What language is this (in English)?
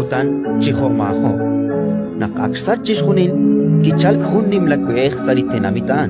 Kekchí